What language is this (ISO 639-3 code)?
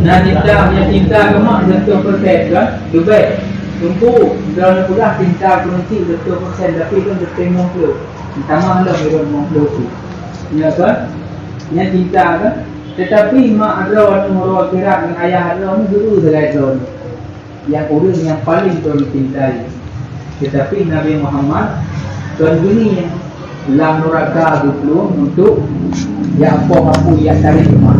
ace